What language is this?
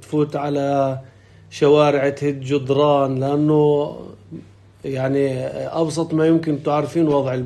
North Levantine Arabic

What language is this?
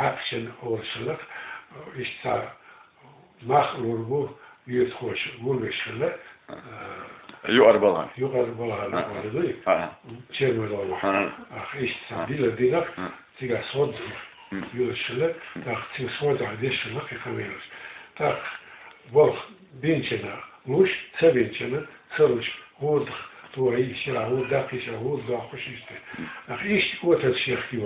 Chechen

